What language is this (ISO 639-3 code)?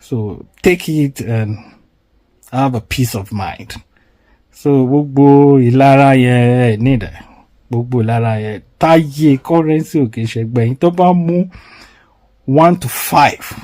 yor